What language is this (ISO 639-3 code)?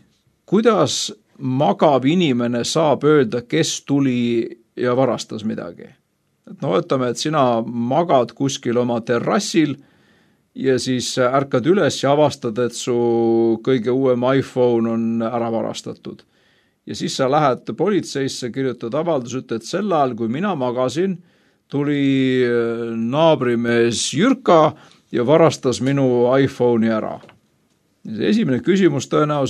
est